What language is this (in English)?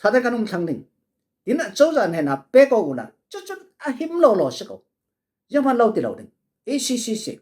Falam Chin